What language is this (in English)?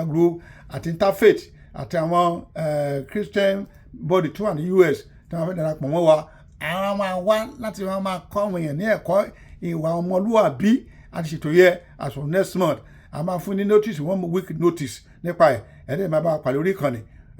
Yoruba